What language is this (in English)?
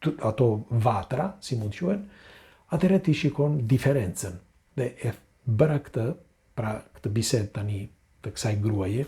Albanian